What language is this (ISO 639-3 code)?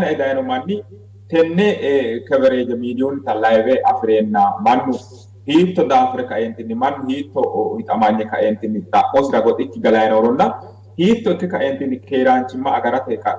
sid